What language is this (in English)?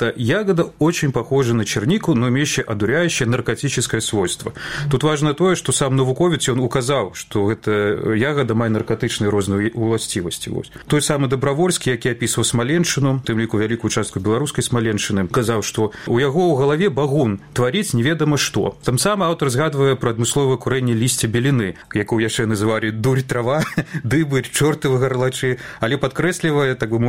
Belarusian